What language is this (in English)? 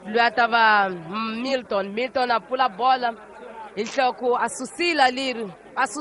Tsonga